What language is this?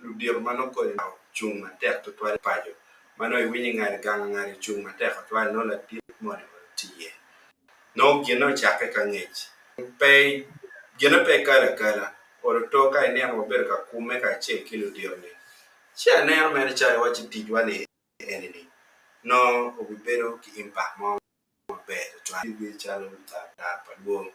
Acoli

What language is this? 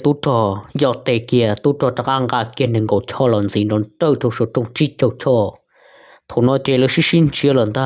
Hmong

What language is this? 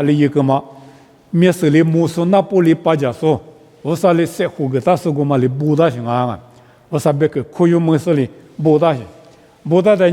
Lisu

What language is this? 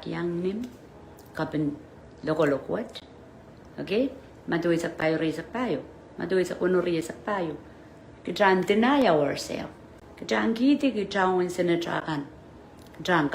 Pohnpeian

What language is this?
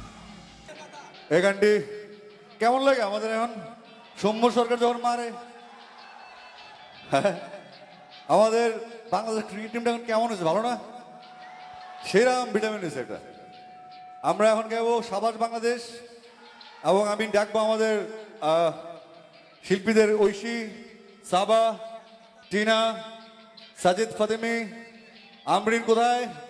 Bangla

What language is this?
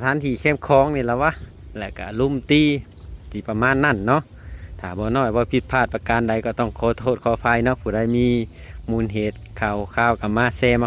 Lao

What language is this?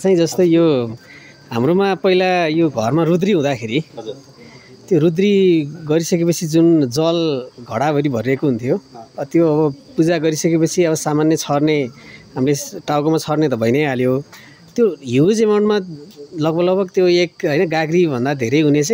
Nepali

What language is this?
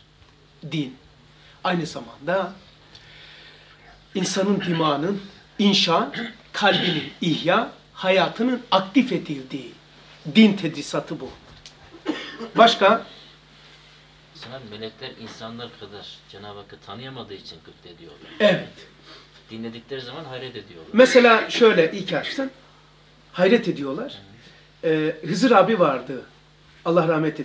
Turkish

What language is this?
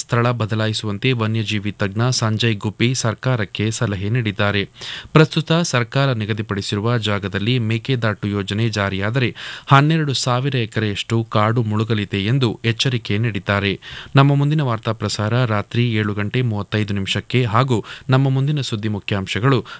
Kannada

